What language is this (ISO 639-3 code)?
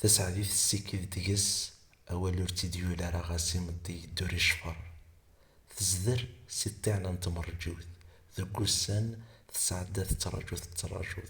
kab